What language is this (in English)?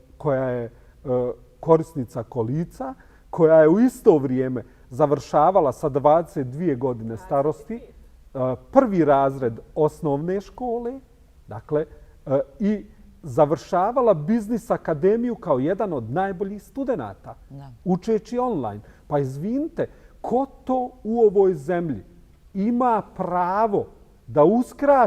Bosnian